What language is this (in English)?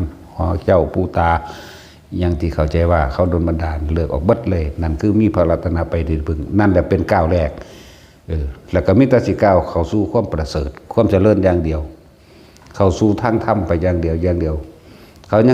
Northeastern Thai